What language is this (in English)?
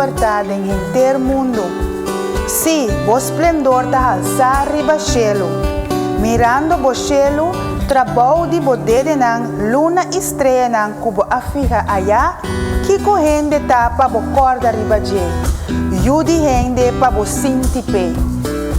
Papiamento